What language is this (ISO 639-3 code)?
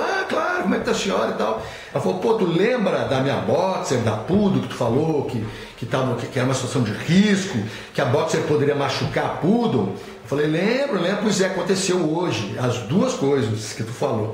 por